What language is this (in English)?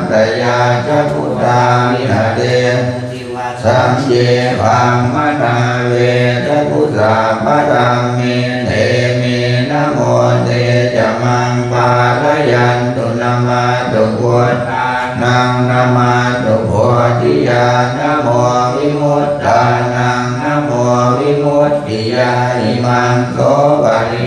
Pali